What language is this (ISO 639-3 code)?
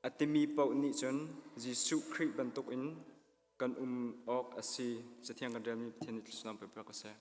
cnh